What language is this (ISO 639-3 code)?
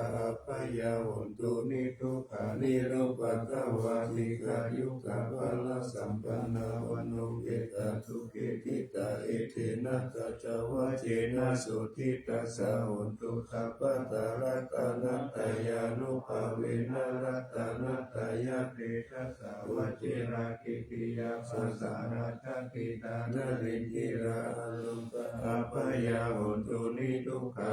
pli